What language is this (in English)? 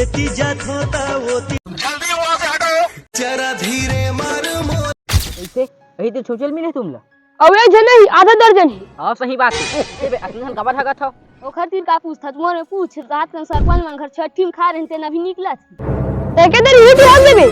Chhattisgarhi